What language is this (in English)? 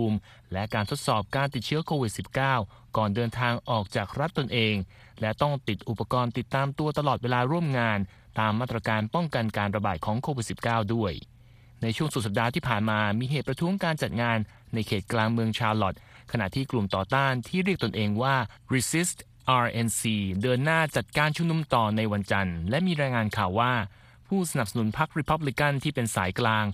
Thai